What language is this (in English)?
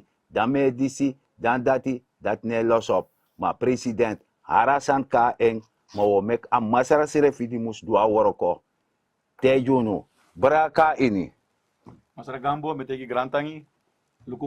Sranan Tongo